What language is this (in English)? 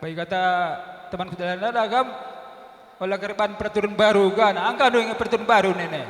Batak Karo